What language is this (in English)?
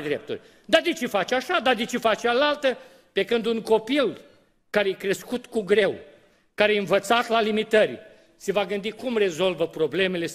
Romanian